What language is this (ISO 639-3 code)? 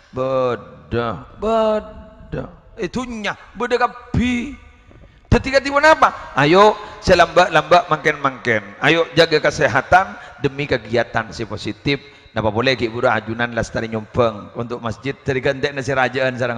mad